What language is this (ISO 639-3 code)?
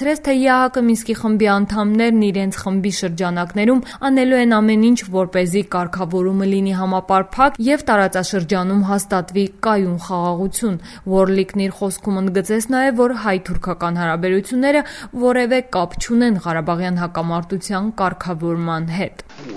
hye